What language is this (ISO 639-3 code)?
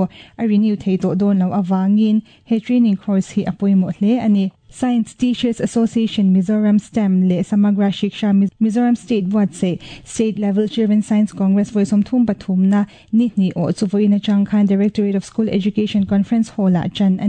lus